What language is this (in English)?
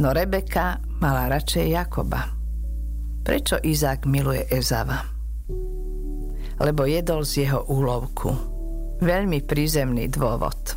Slovak